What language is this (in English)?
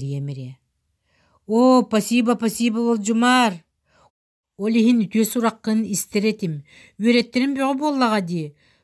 Yakut